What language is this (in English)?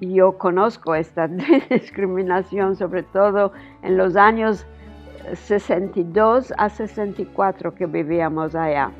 Ladino